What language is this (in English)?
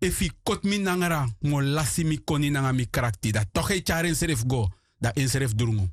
Sranan Tongo